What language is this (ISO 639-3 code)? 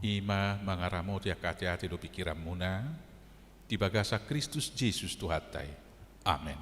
bbc